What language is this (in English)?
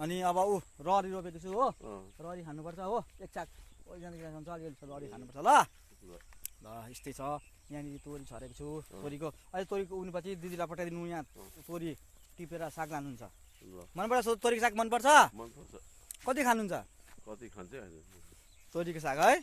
Nepali